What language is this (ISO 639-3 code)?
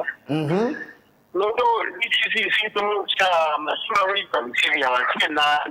kam